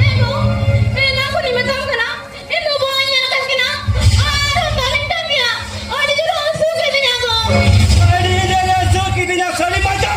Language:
Santali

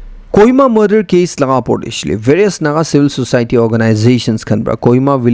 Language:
Naga Pidgin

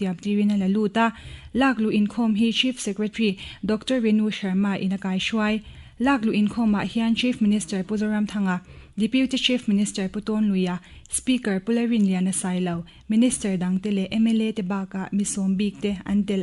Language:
Mizo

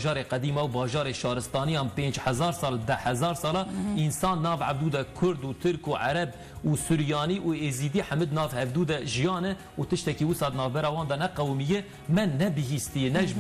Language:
Kurdish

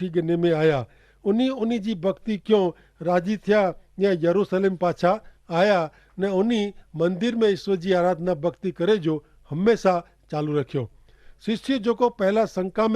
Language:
Kachhi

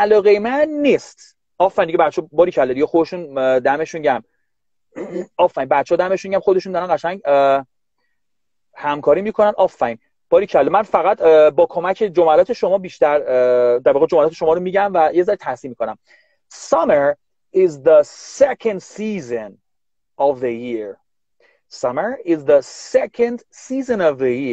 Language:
Persian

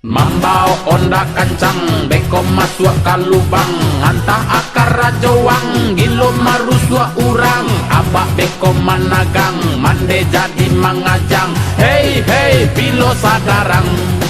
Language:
Minangkabau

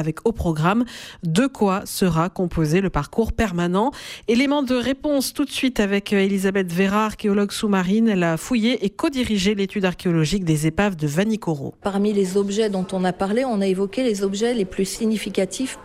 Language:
French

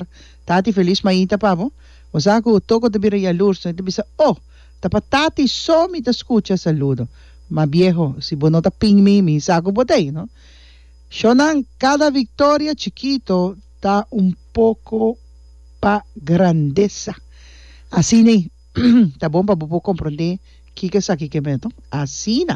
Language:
Papiamento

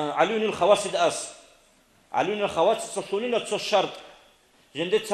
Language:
Avaric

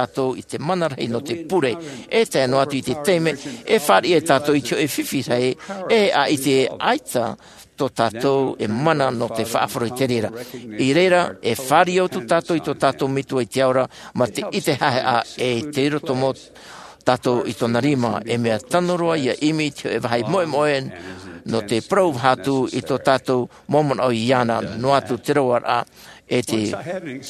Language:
Tahitian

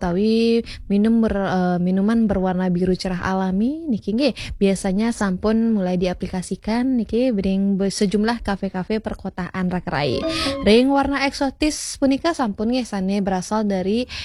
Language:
Balinese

